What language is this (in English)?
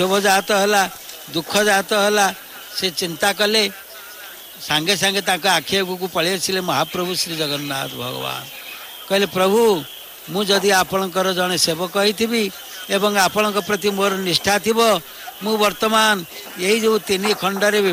Odia